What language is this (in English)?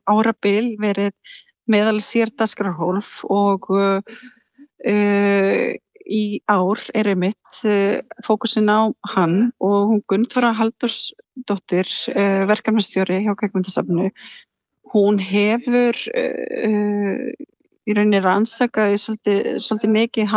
Icelandic